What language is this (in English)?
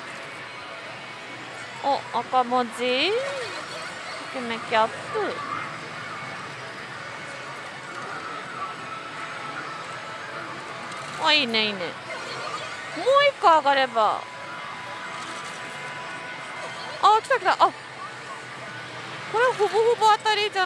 Japanese